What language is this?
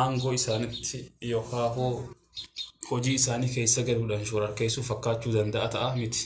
Oromo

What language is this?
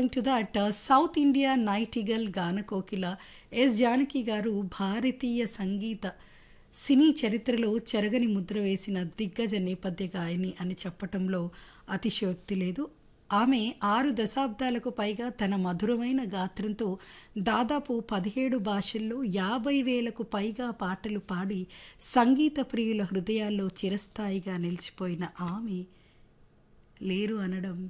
Telugu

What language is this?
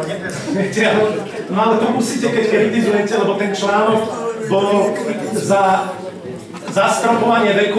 Slovak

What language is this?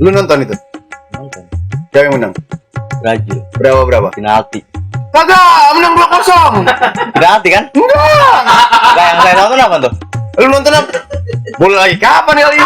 Betawi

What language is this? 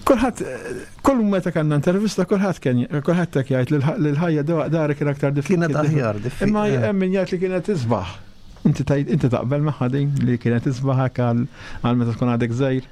Maltese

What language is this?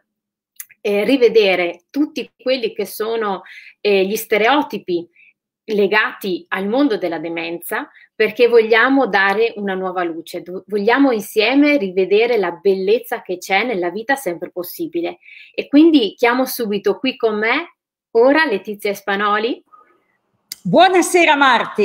Italian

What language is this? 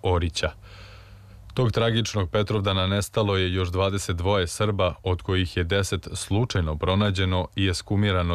Serbian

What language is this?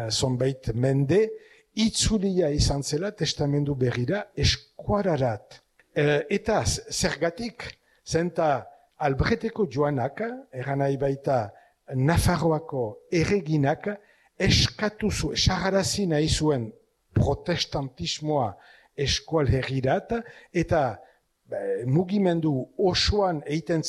Basque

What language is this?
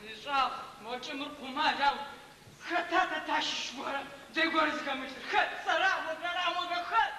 Adyghe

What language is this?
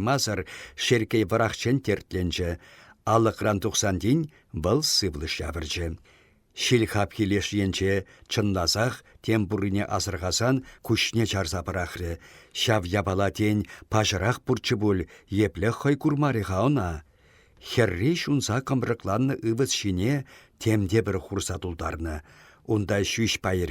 Chuvash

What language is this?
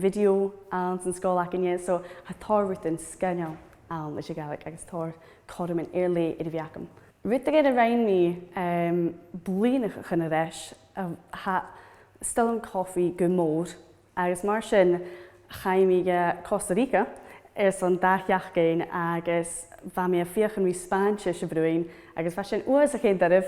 Scottish Gaelic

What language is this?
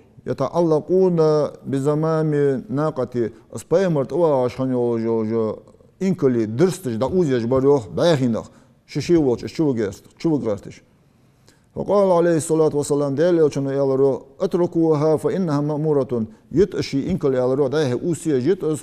Ingush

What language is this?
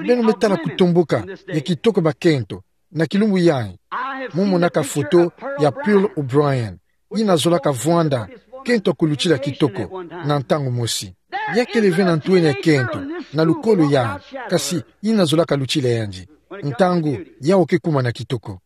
Kituba (Democratic Republic of Congo)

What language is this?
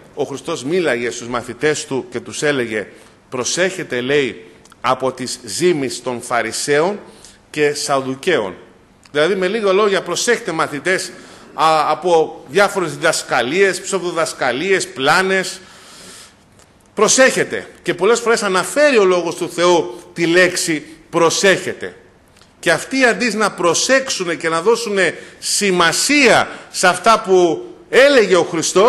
Greek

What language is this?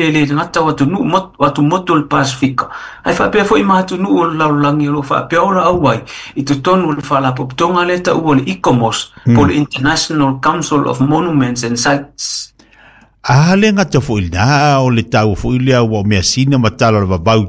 Samoan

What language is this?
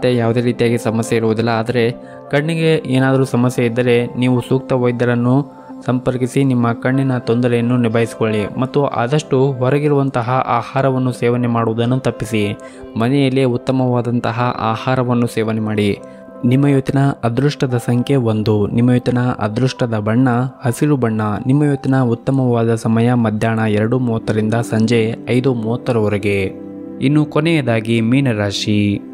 Kannada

